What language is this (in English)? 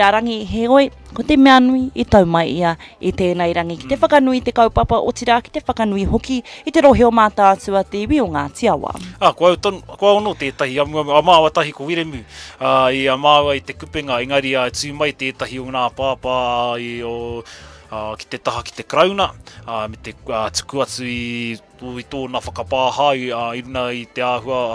Māori